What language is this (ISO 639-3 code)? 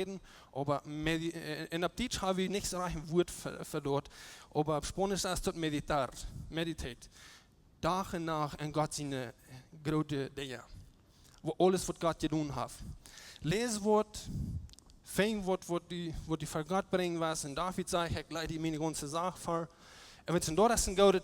pdt